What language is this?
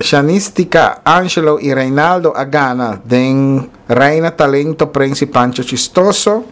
Papiamento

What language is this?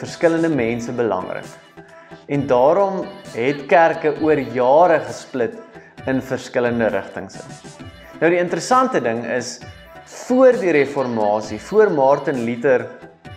Afrikaans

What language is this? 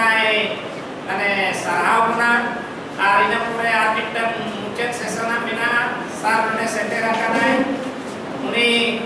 Santali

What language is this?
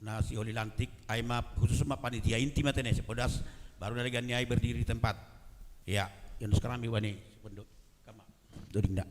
Batak Simalungun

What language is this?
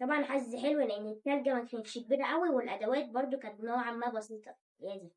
Egyptian Arabic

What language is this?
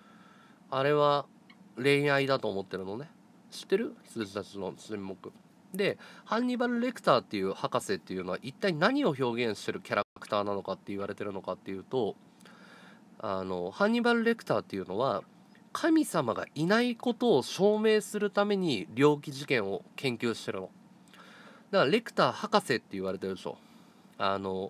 Japanese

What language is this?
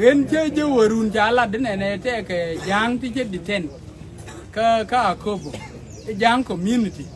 Nuer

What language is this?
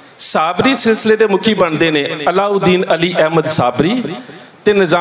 Punjabi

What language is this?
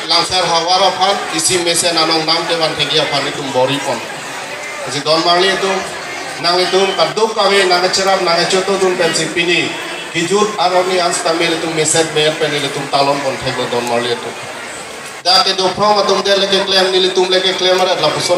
Karbi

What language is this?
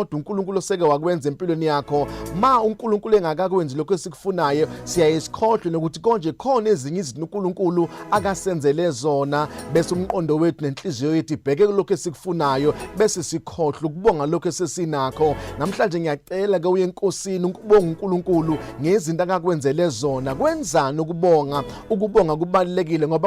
Zulu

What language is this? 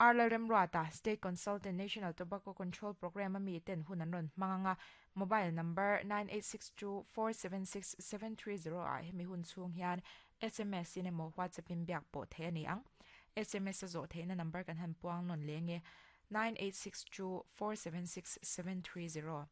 Mizo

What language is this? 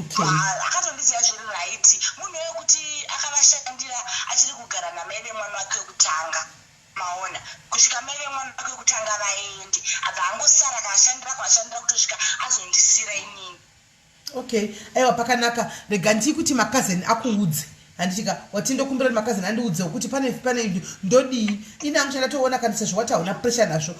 Shona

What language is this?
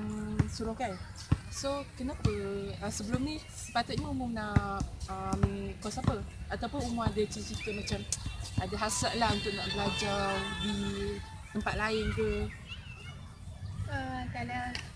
Malay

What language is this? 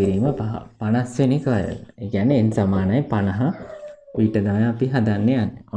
Sinhala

